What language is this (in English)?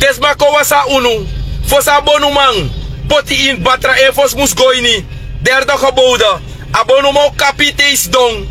Sranan Tongo